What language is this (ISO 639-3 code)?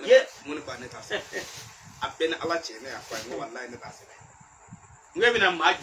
bam